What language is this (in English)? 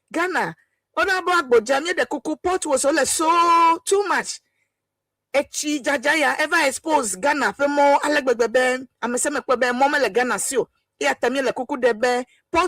Ewe